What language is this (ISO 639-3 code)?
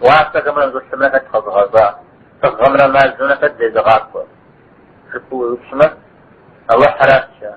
kbd